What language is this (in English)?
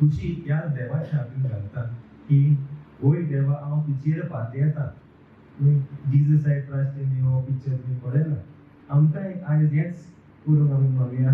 Konkani